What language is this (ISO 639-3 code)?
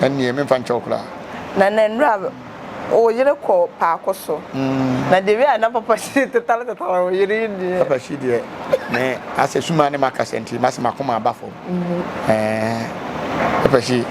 aka